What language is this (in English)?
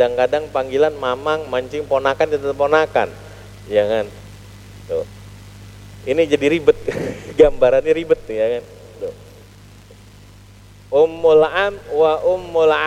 Indonesian